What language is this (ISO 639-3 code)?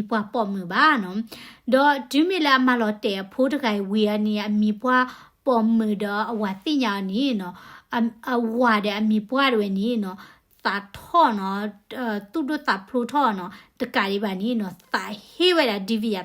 ksw